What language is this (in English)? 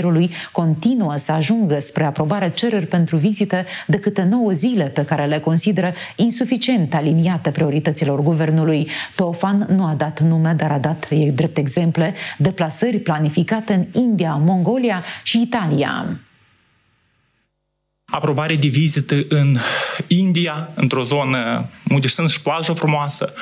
Romanian